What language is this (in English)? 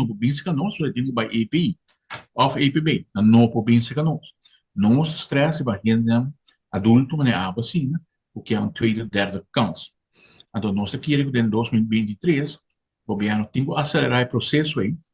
Papiamento